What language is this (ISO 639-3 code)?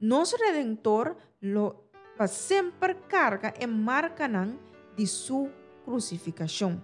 pap